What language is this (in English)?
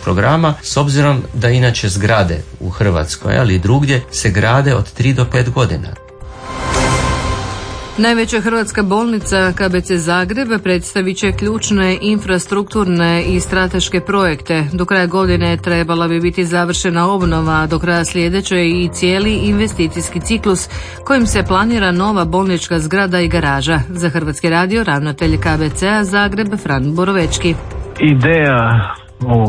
Croatian